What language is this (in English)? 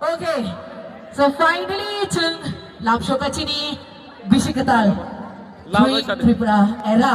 Kok Borok